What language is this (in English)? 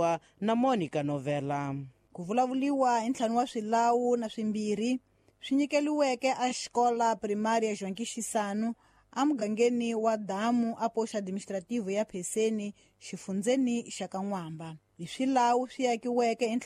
Tsonga